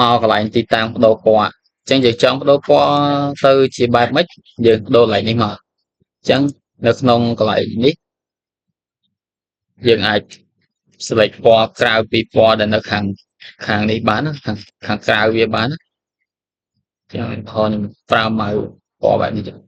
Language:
Khmer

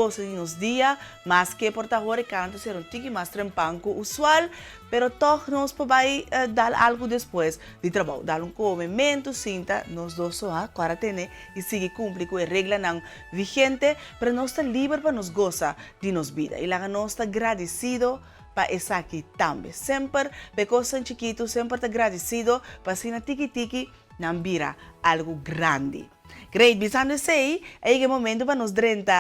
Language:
Papiamento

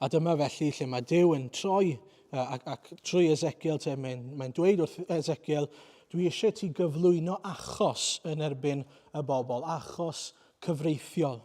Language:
Welsh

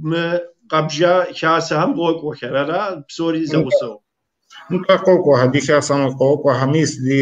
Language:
Kabardian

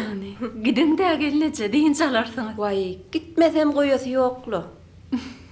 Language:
Turkmen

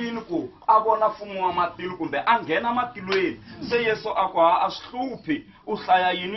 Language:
Tsonga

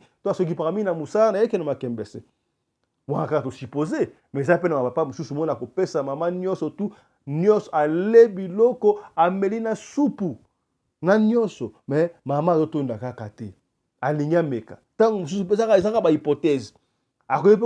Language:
Lingala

